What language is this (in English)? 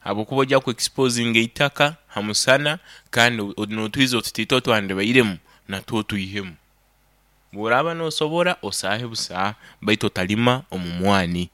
Nyoro